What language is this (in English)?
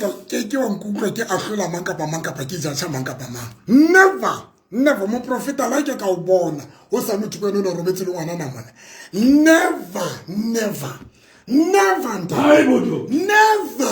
Southern Sotho